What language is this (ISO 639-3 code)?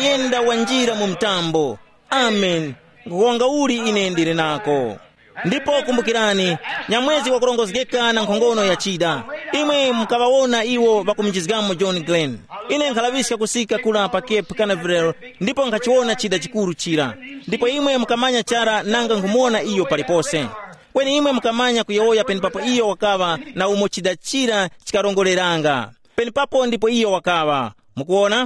tum